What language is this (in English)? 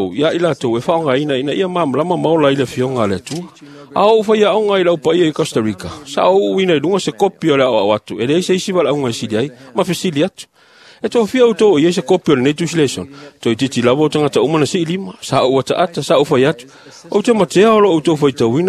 Samoan